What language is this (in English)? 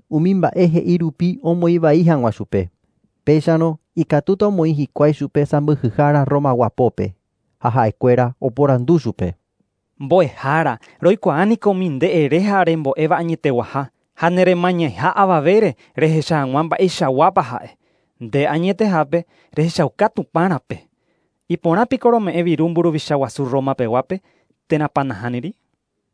Guarani